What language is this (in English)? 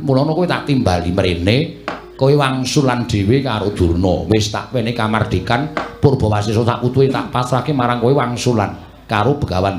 Javanese